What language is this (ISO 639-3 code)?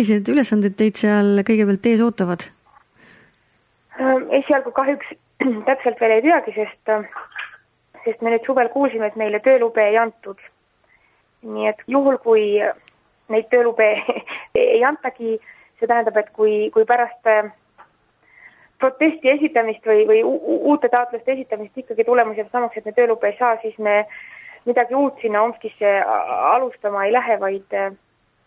est